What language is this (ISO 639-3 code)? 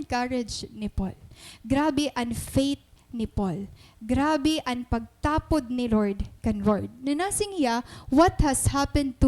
war